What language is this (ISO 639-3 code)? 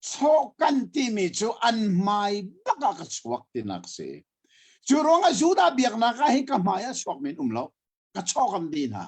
cnh